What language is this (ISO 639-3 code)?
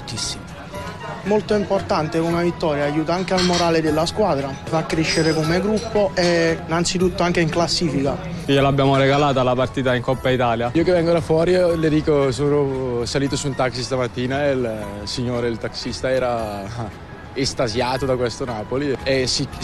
ita